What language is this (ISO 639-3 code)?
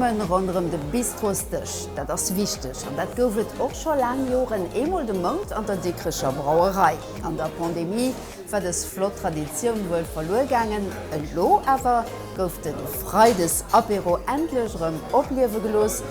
ltz